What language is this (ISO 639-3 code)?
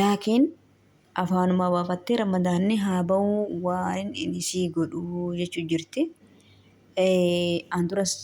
orm